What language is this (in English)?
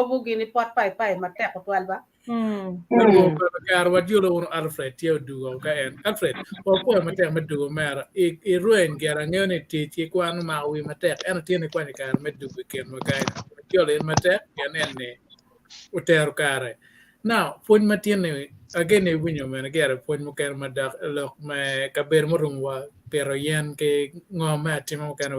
Acoli